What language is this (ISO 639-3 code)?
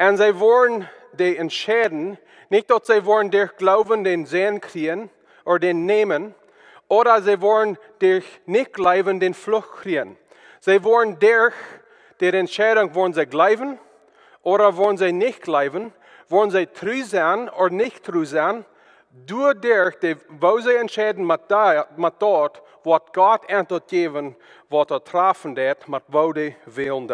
pdt